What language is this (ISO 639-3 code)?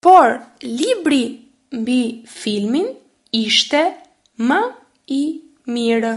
sqi